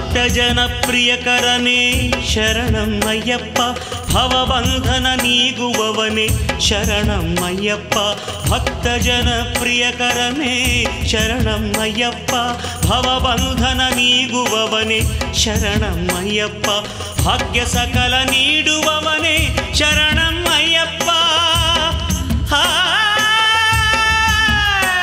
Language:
Kannada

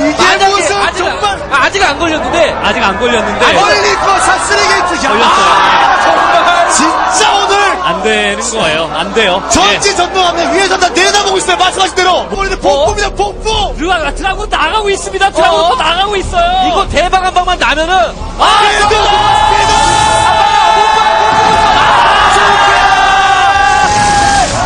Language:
Korean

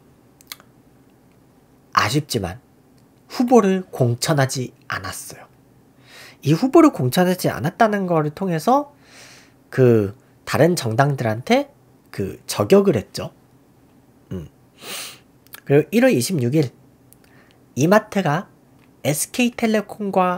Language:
Korean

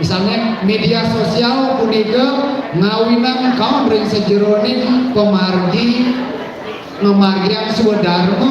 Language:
Balinese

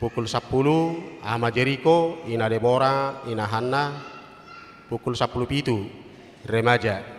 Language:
Batak Toba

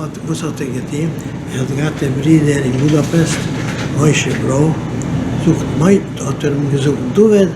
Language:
Yiddish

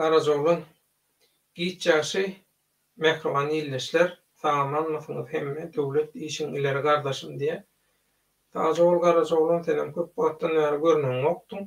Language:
Turkmen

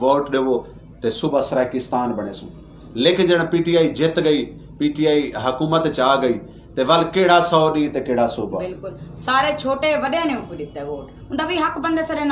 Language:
Saraiki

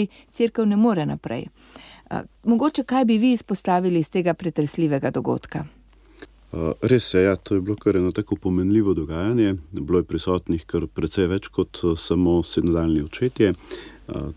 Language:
Slovenian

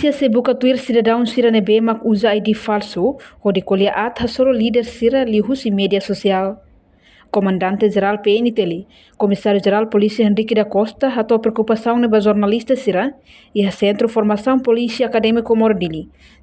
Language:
Tetum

